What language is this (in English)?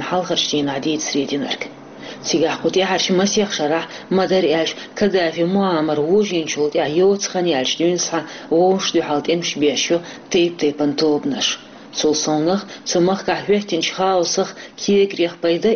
Chechen